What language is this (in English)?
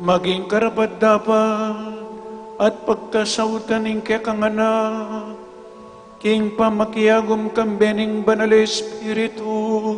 Pampanga